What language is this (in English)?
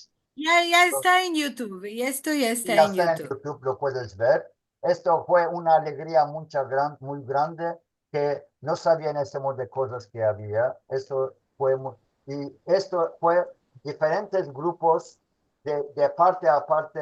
Ladino